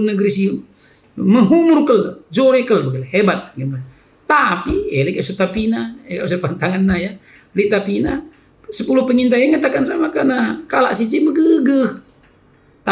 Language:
Batak Karo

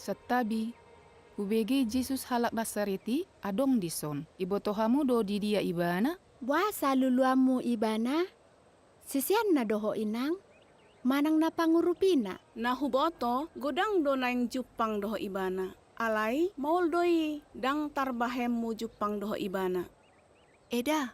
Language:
Batak Toba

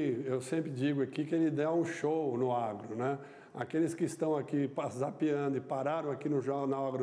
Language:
Portuguese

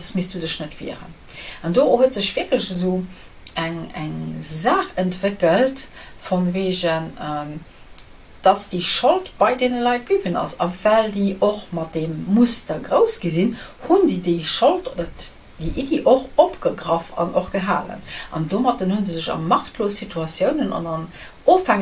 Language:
Luxembourgish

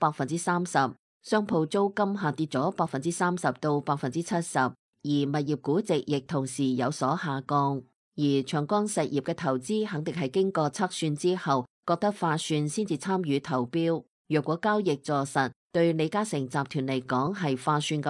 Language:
Cantonese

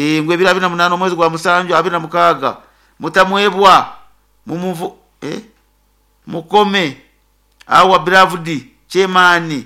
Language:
Nyoro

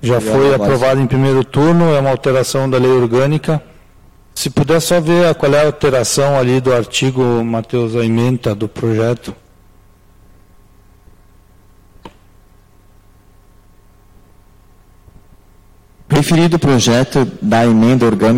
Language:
Portuguese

